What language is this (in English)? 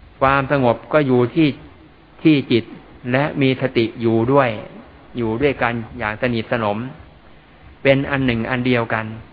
Thai